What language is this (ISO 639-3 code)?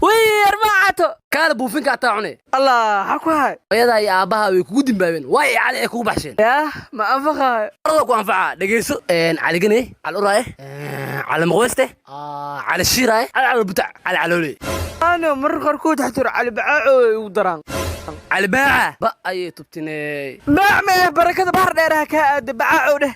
som